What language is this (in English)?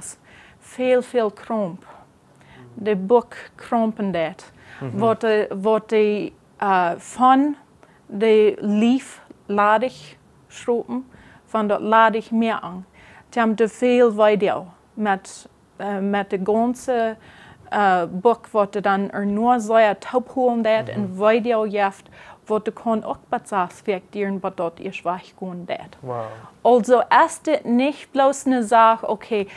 Plautdietsch